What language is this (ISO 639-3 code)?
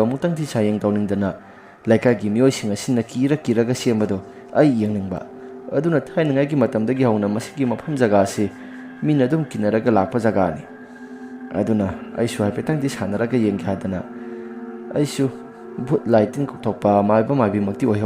mni